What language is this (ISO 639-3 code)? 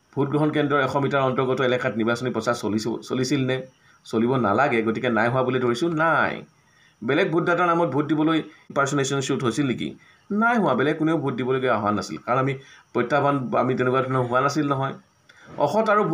asm